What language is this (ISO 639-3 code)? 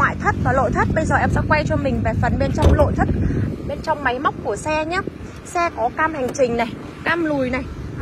vie